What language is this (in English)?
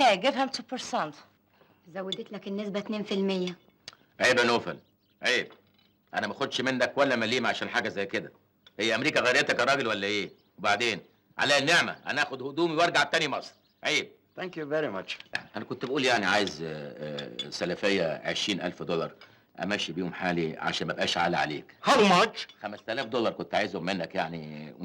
Egyptian Arabic